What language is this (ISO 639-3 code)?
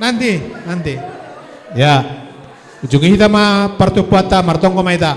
bts